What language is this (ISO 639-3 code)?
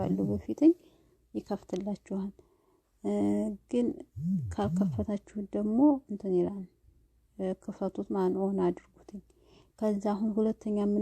amh